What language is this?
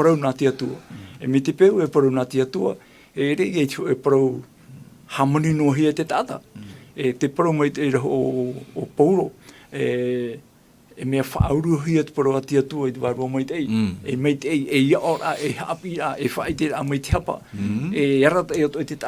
Tahitian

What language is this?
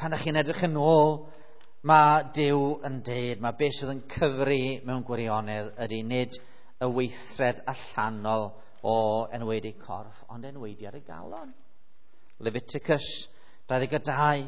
Welsh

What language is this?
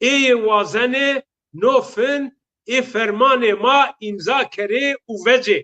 Zaza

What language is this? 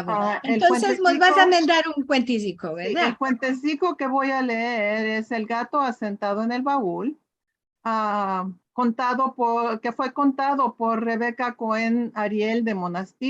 Ladino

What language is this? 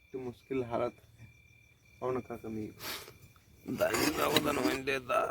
Santali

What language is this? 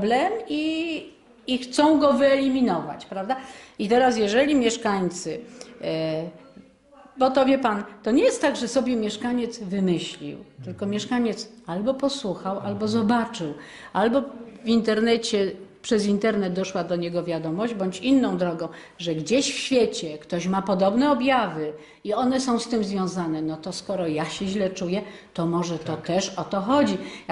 Polish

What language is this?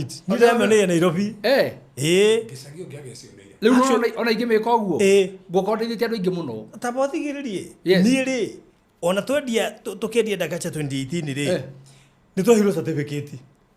Kikuyu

